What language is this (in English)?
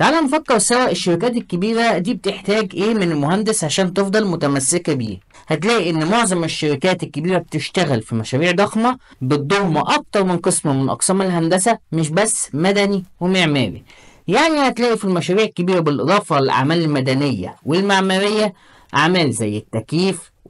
Egyptian Arabic